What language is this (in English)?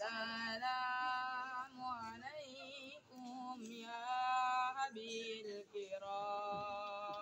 Betawi